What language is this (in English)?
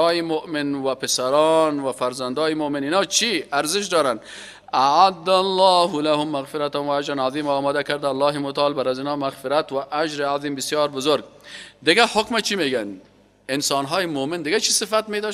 Persian